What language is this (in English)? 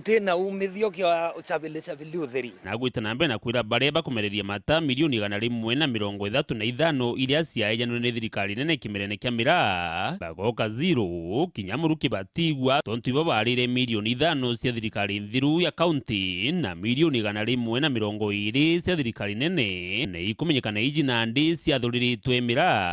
Meru